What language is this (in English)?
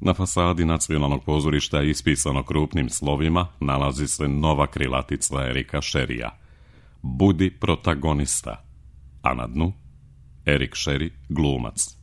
Serbian